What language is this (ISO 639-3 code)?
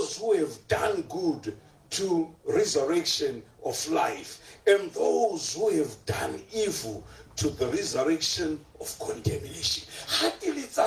tsn